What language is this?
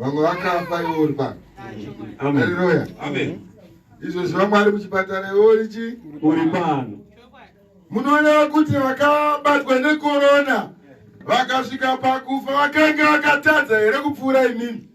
Shona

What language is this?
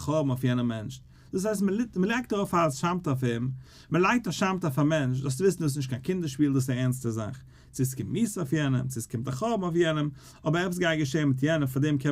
Yiddish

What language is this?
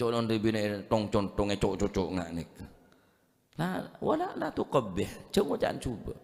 Madurese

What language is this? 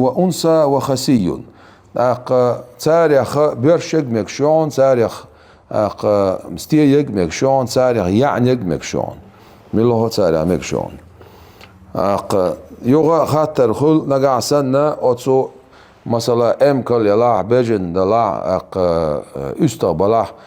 Chechen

